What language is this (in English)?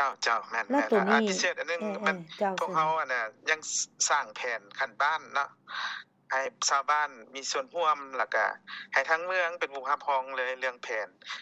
Lao